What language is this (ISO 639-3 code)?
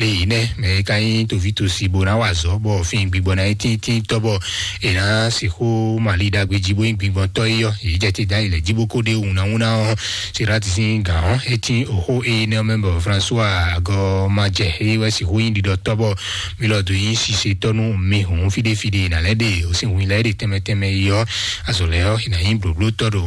fon